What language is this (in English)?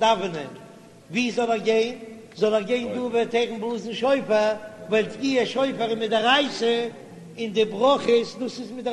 Yiddish